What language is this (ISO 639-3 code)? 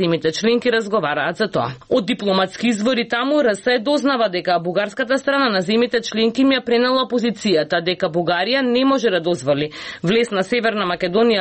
mkd